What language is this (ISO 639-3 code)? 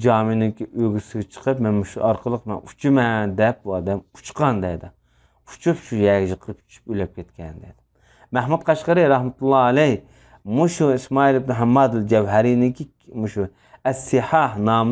uig